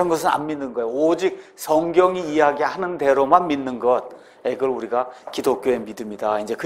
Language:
Korean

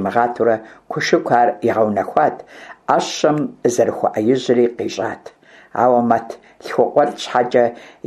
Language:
Kabardian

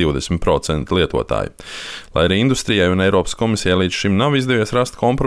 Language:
Latvian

